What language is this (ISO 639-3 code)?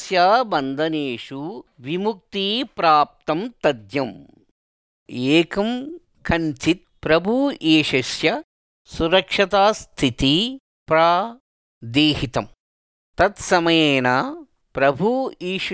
san